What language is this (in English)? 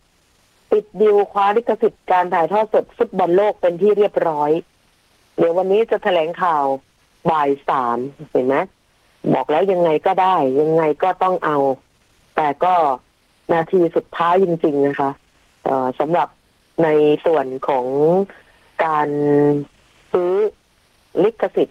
Thai